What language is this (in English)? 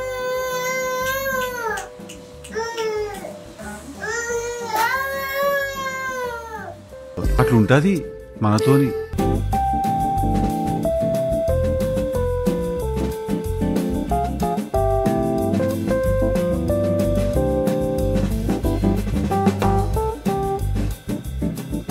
Telugu